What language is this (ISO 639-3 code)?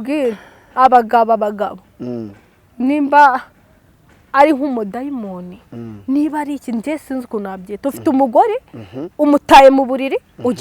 kin